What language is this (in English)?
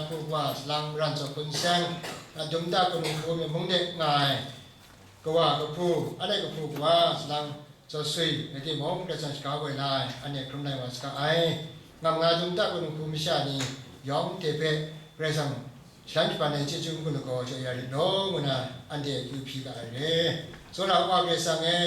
Kachin